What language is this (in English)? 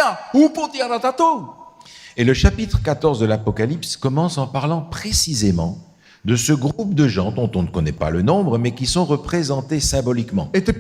Tahitian